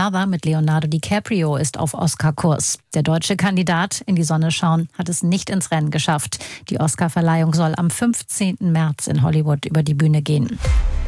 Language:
German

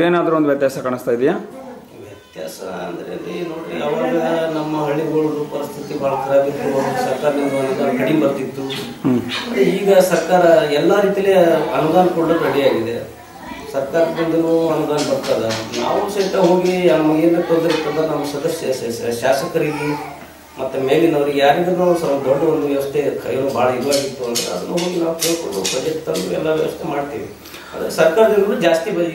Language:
Kannada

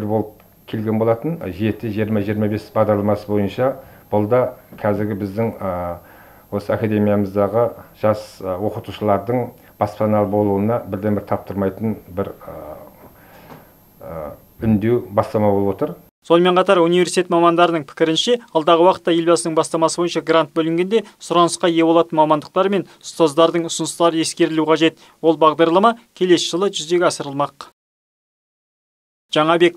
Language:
Kazakh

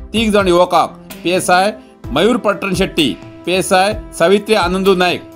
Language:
Konkani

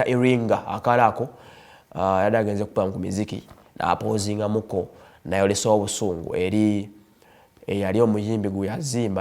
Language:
Ganda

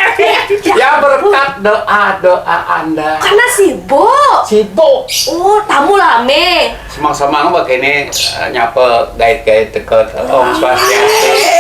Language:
Balinese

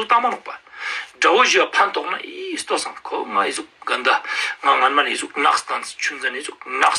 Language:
Ladakhi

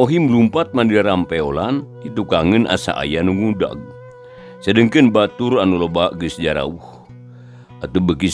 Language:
Sundanese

